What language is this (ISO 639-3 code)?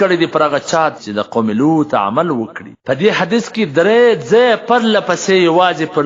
pus